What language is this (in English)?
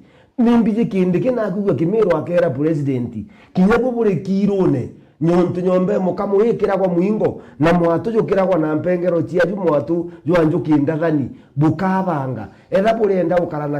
Meru